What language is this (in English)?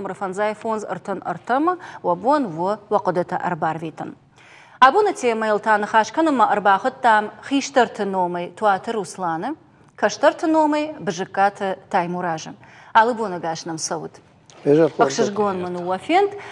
Ossetic